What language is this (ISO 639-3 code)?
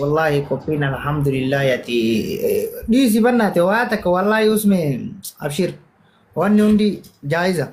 orm